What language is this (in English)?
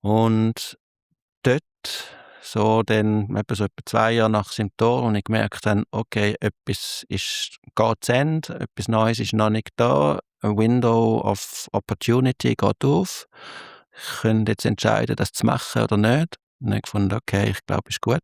Swiss German